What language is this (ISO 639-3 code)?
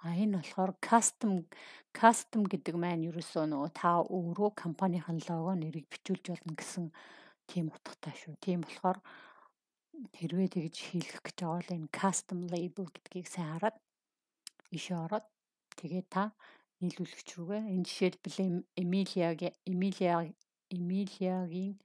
mon